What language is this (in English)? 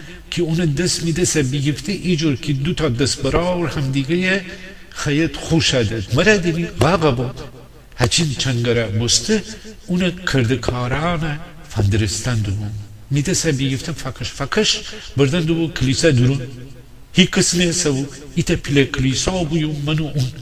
Gilaki